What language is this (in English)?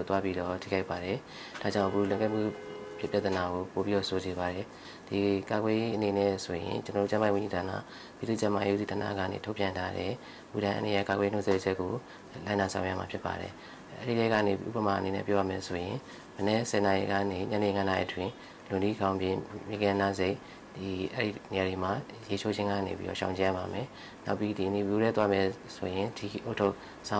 Burmese